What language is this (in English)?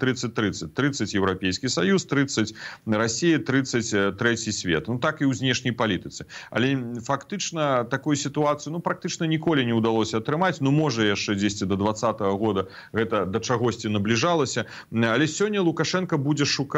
Belarusian